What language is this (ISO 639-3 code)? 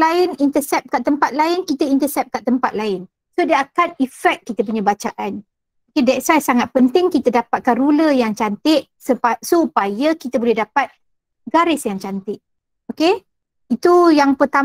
msa